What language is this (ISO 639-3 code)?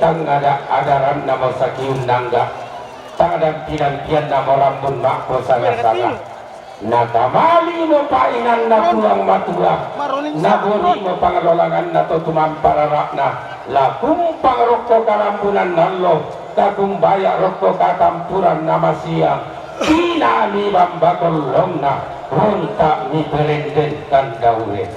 sda